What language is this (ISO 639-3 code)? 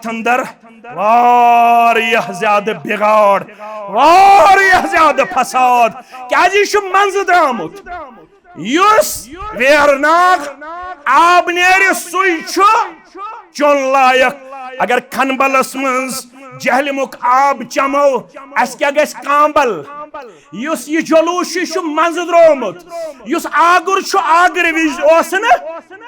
kas